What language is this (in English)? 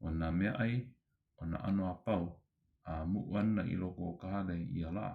Hawaiian